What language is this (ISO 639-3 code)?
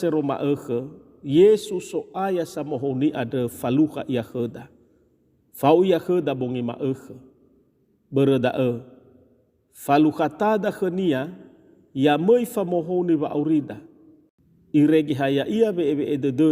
nia